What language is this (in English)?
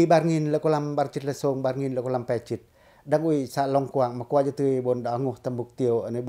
Pacoh